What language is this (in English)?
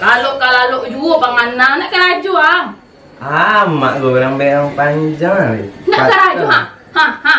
Minangkabau